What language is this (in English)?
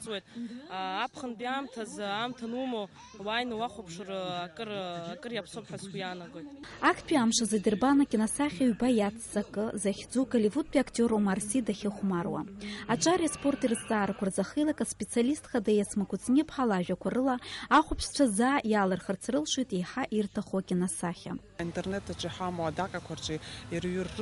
Abkhazian